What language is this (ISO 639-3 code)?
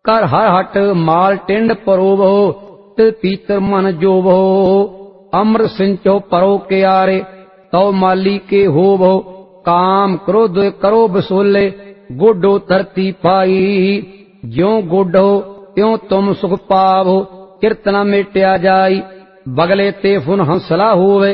pan